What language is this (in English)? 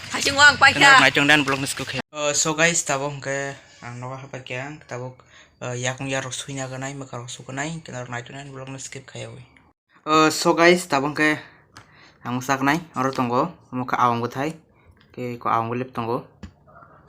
Kok Borok